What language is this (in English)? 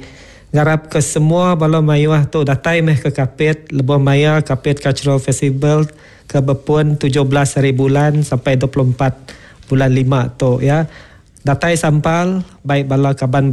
Iban